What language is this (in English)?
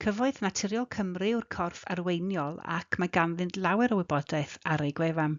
Welsh